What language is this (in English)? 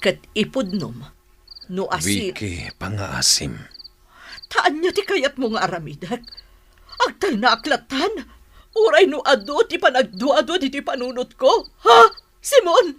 Iloko